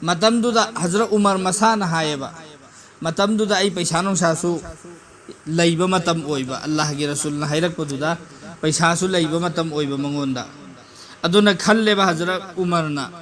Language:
Manipuri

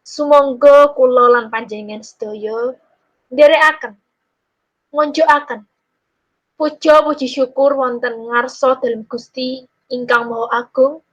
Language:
Javanese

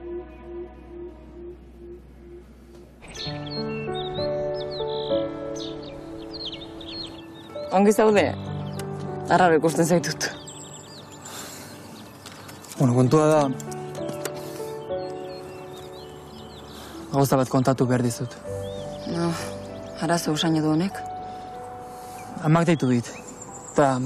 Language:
Basque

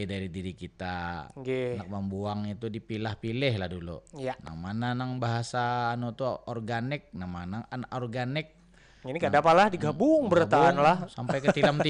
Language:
Banjar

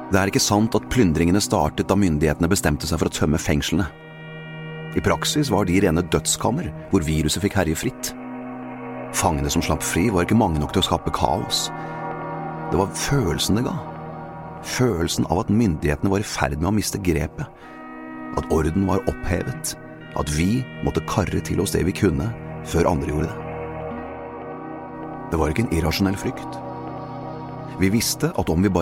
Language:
Norwegian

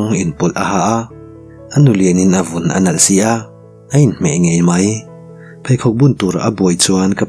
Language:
Mizo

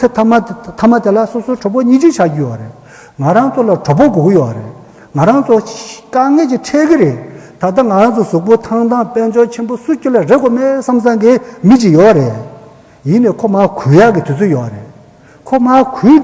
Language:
Tibetan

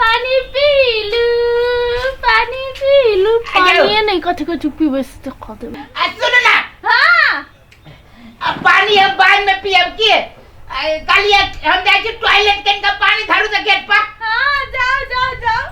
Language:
Maithili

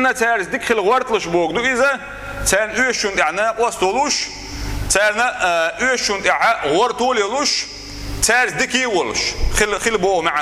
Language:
Chechen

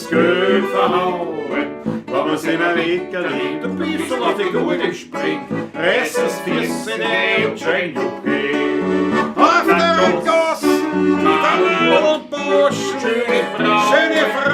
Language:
Bavarian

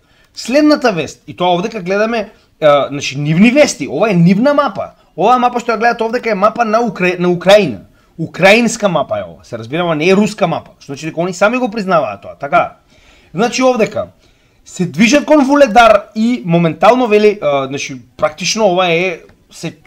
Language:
Macedonian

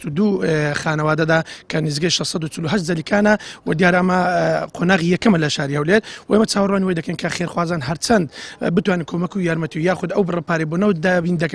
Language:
Central Kurdish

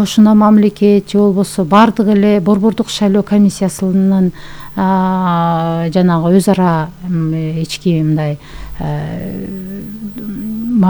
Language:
Kyrgyz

